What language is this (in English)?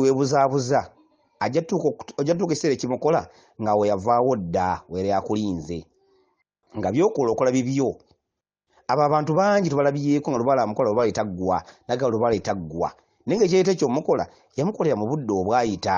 Ganda